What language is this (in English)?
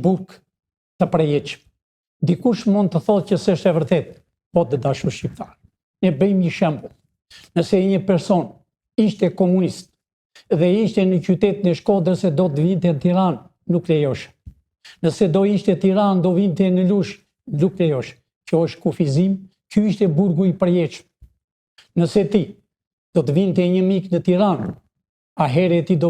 Albanian